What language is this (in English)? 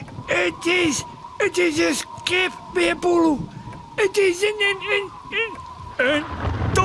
Western Frisian